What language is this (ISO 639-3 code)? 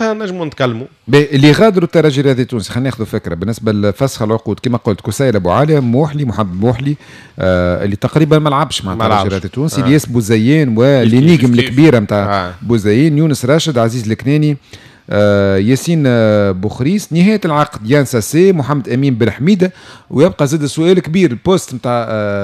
aeb